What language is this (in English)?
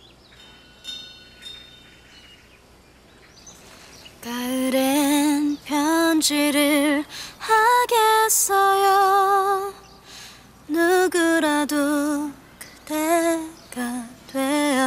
Korean